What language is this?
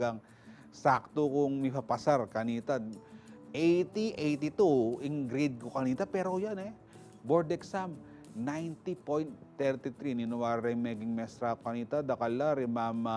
Pampanga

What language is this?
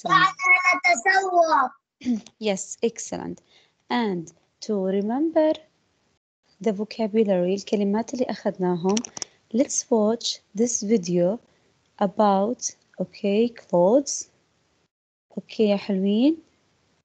English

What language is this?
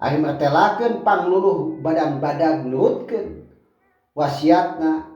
Sundanese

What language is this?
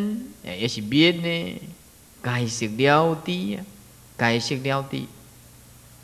Chinese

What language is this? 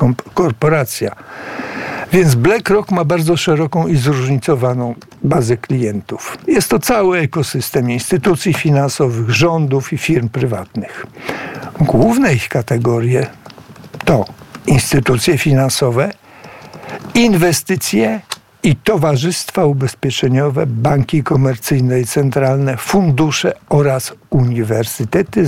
Polish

